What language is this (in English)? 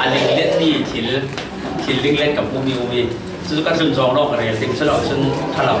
Falam Chin